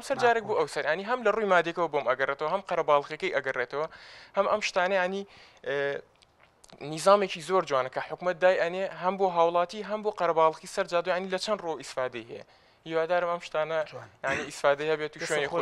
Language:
Central Kurdish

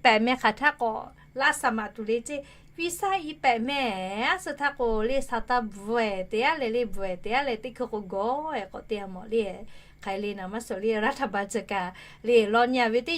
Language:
Lahu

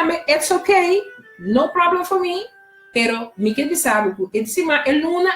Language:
Papiamento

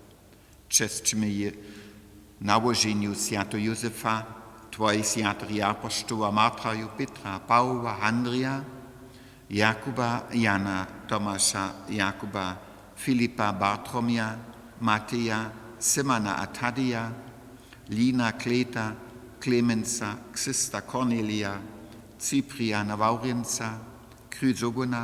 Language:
Upper Sorbian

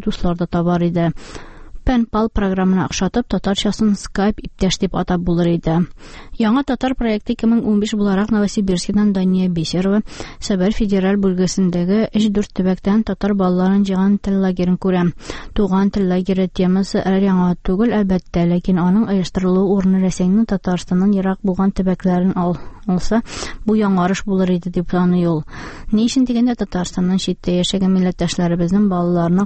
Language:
Tatar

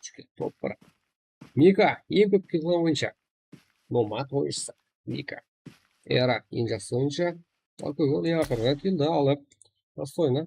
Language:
Kara-Kalpak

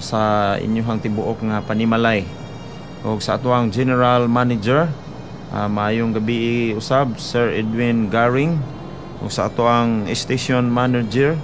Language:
Cebuano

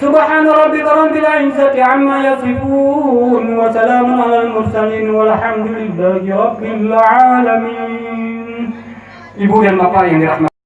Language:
Achinese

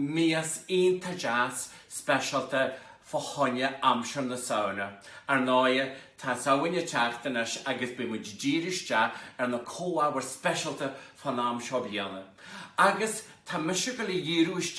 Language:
Irish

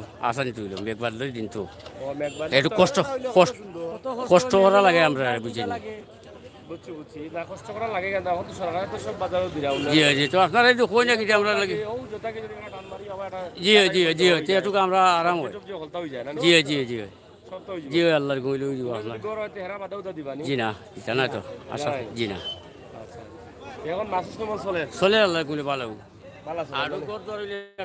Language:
Sylheti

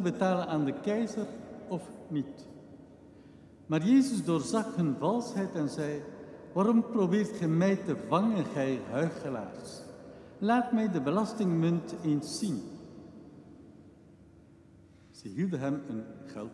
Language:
Dutch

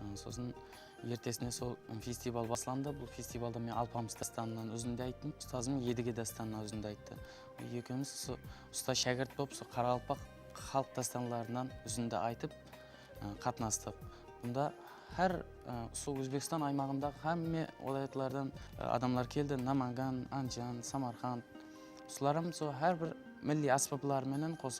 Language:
Kara-Kalpak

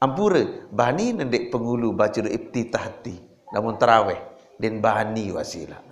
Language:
Sasak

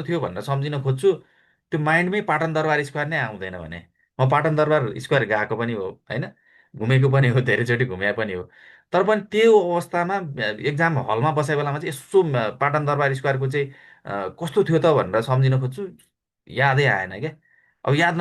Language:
Nepali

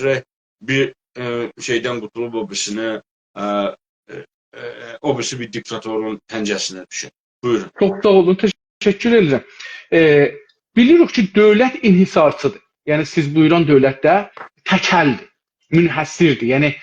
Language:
South Azerbaijani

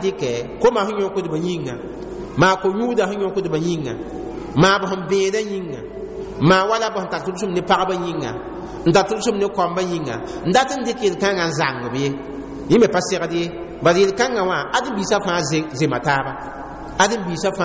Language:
Mossi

